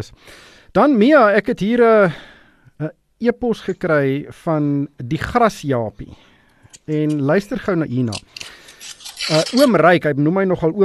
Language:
Afrikaans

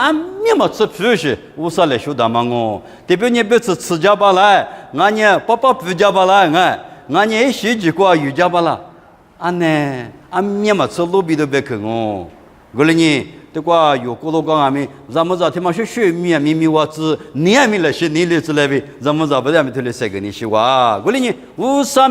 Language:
Lisu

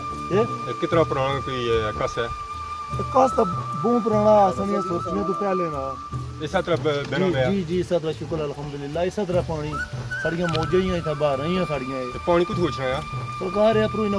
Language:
Pahari-Potwari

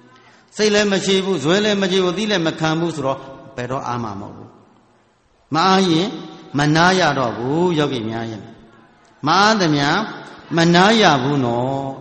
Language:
Burmese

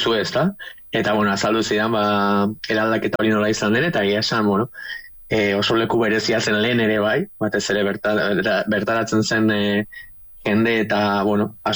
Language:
Basque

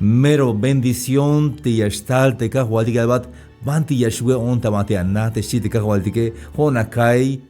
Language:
Tzeltal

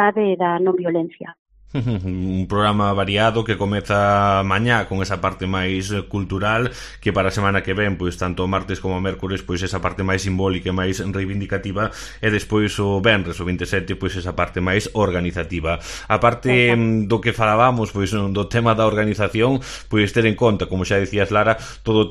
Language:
Galician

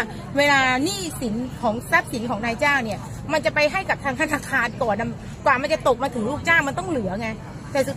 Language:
Thai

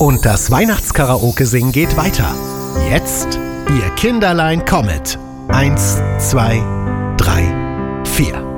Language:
German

